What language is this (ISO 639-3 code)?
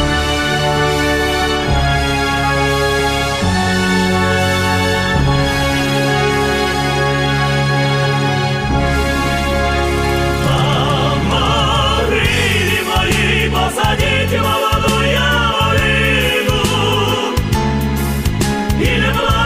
ukr